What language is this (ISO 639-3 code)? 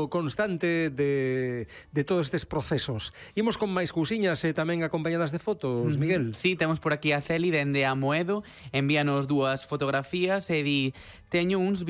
glg